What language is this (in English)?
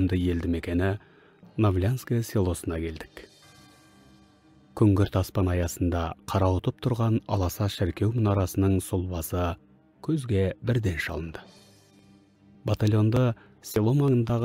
Kazakh